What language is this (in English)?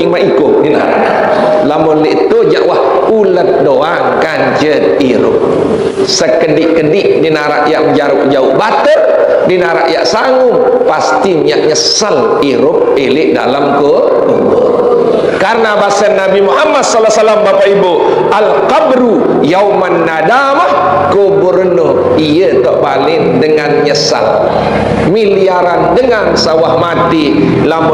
Sasak